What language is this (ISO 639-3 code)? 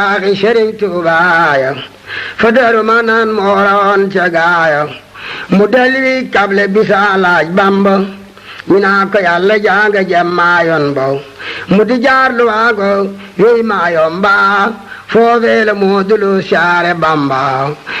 wol